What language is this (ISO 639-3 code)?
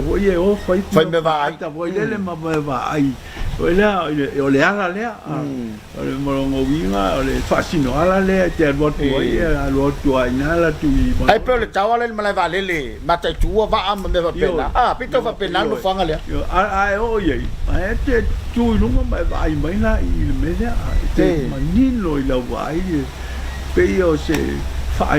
smo